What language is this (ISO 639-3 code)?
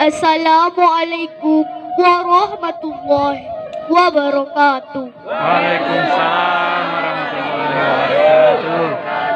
min